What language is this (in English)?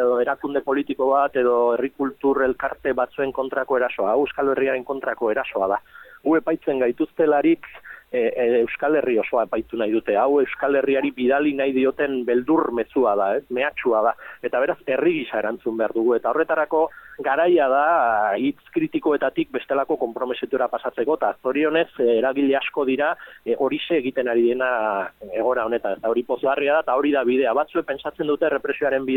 Basque